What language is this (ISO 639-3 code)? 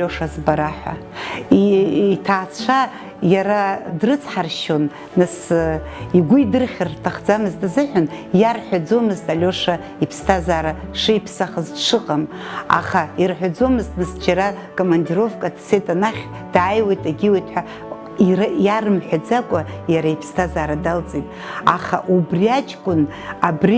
abk